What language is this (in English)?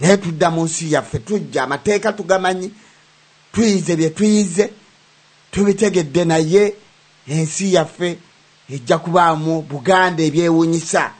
Ganda